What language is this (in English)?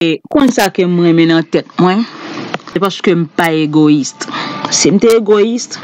Haitian Creole